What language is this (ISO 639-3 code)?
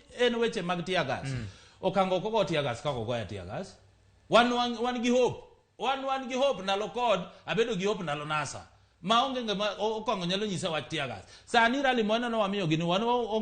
luo